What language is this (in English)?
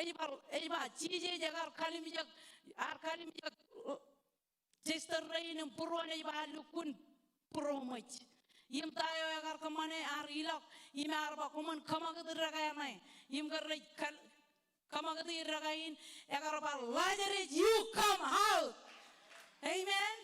Marshallese